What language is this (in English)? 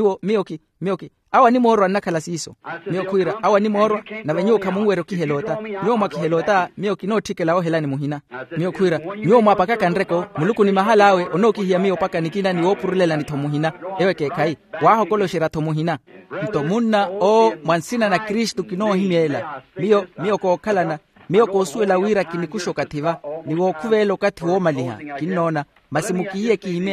Makhuwa